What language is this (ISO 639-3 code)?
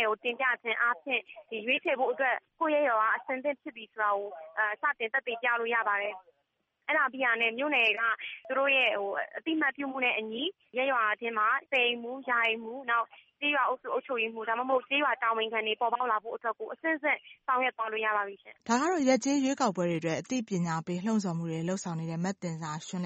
mya